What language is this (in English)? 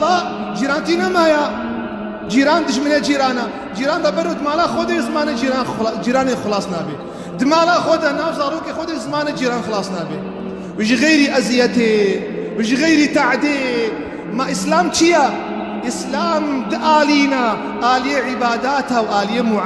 Kurdish